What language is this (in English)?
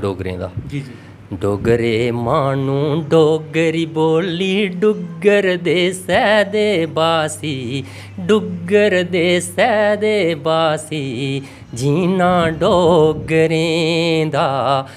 Dogri